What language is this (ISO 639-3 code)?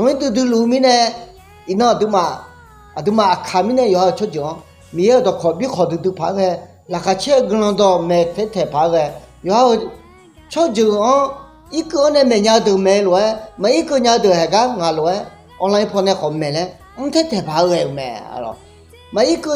ahk